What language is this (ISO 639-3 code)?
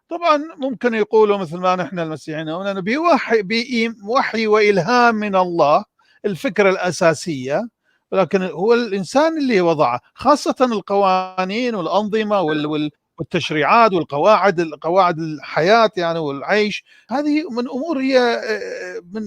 apc